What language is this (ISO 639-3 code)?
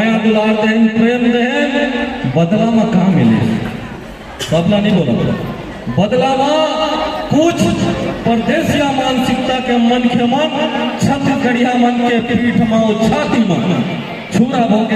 hne